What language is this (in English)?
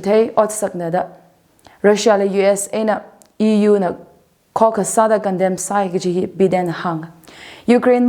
Tangkhul Naga (India)